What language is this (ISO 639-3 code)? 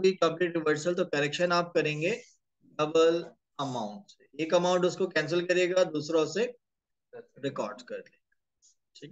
hin